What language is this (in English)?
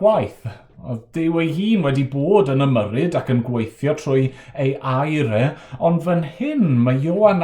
Welsh